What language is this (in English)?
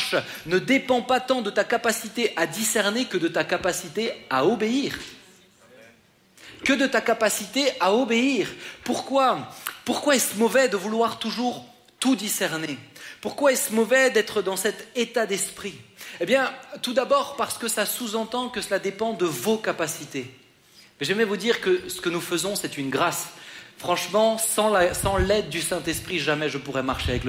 French